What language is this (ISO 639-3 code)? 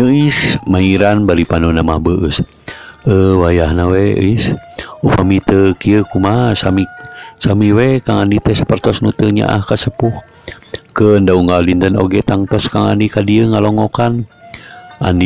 sun